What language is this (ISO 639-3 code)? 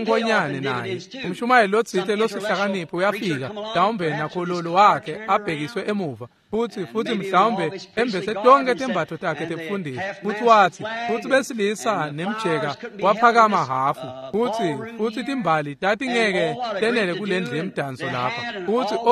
ssw